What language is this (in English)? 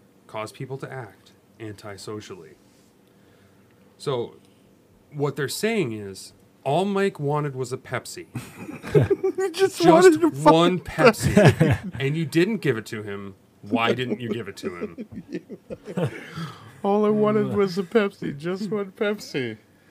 English